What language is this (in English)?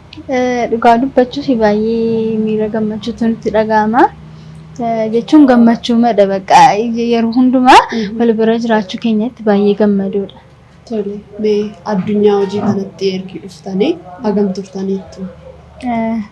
Oromo